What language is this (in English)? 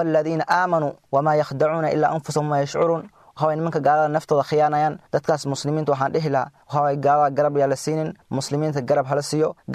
Somali